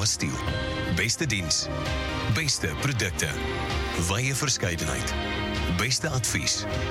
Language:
Afrikaans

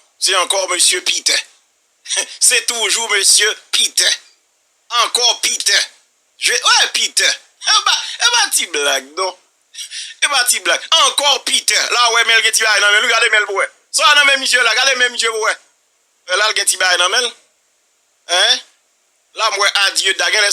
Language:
Haitian Creole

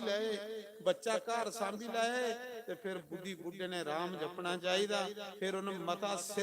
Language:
Dogri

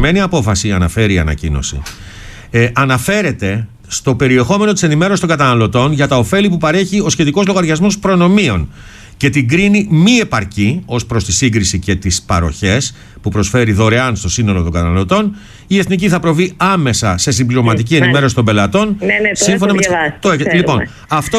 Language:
Greek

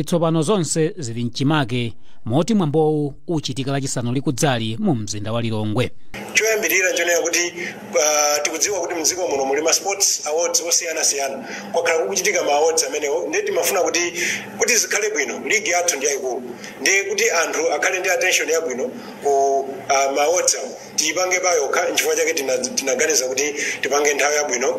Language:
Nyanja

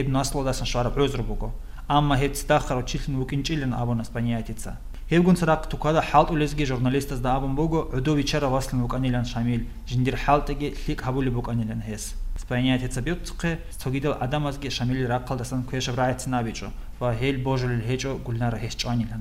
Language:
Avaric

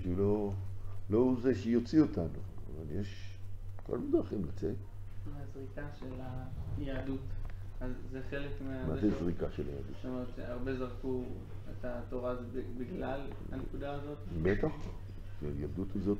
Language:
Hebrew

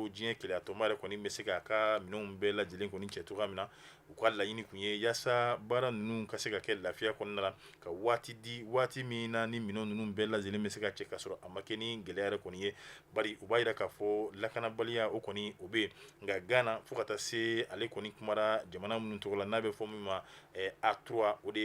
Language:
Bambara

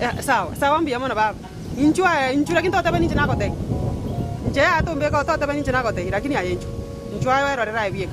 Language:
Gusii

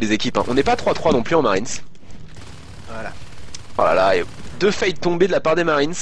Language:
French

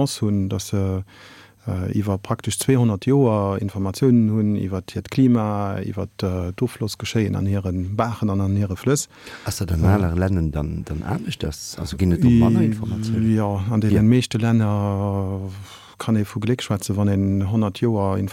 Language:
Luxembourgish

